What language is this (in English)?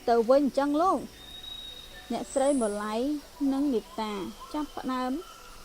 Khmer